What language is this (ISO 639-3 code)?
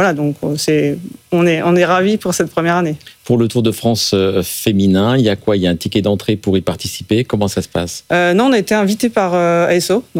fra